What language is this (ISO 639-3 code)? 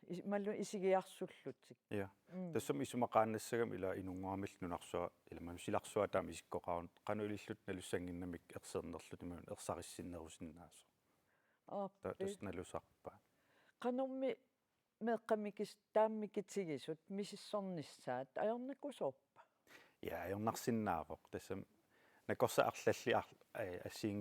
kal